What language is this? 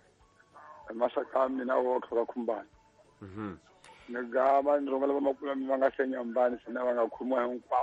Tsonga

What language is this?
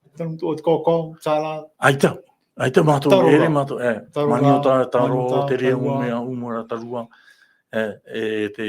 Tahitian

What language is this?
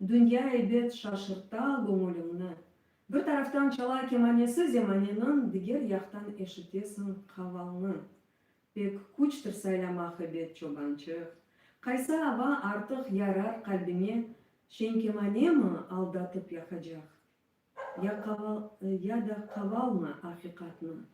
Crimean Tatar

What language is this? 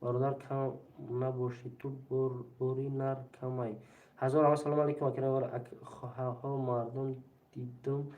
Tajik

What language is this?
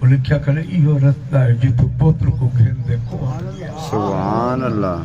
Saraiki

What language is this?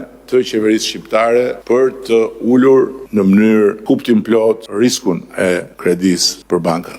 Albanian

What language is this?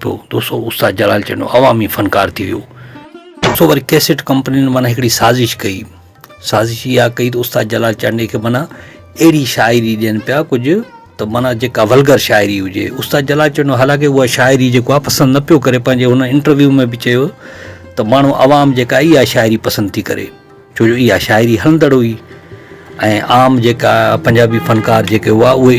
Sindhi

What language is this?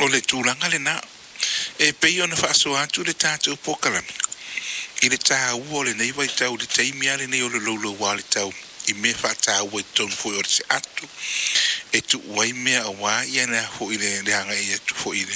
Samoan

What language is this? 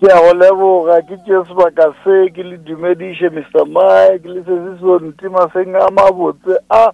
Northern Sotho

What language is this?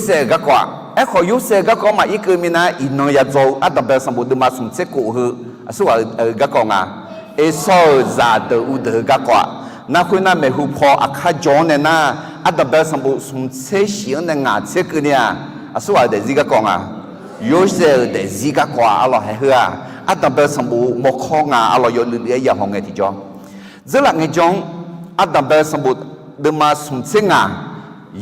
Akha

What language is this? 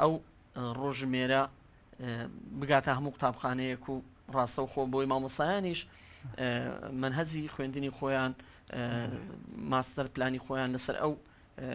Central Kurdish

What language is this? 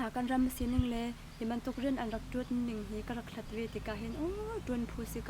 Hakha Chin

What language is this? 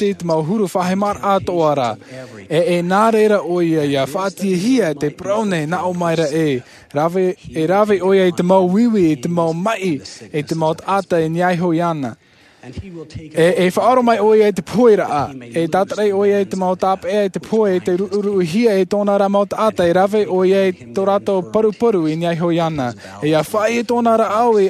Tahitian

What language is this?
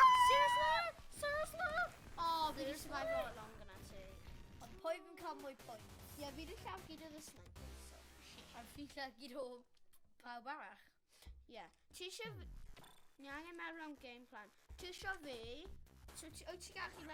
Welsh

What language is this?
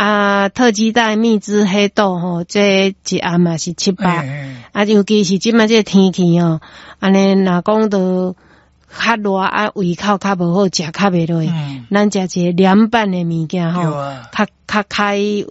Min Nan Chinese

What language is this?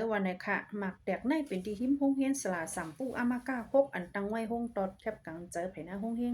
Shan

